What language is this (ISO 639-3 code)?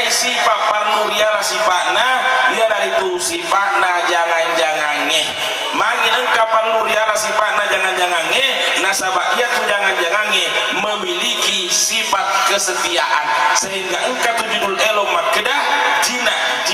bug